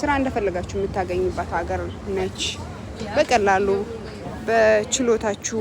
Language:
Amharic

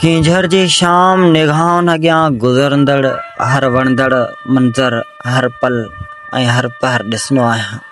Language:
Sindhi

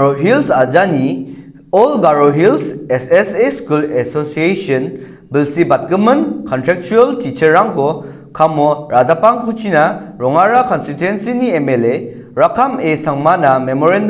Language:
Garo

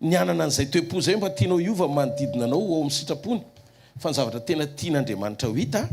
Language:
Malagasy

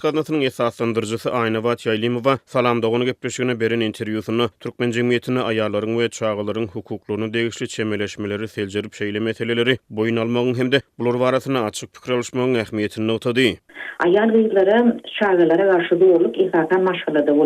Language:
Turkmen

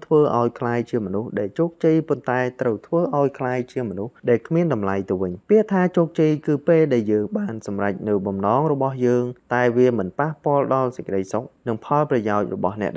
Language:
Khmer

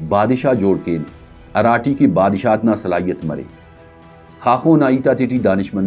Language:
Brahui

